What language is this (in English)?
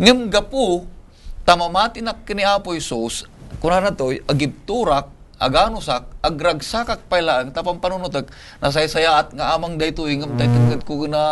Iloko